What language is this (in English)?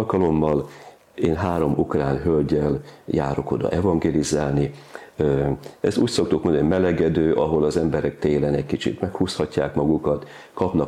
Hungarian